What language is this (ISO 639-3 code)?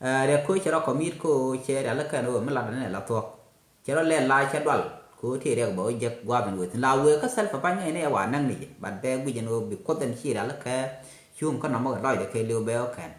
nus